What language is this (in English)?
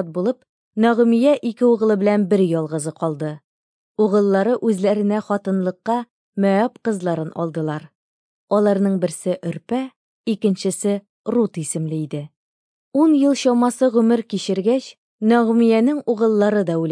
Tatar